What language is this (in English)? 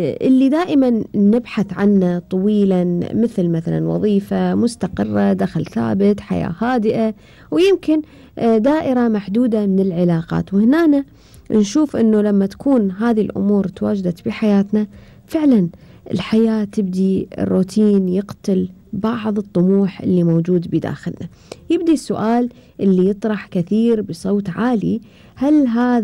Gulf Arabic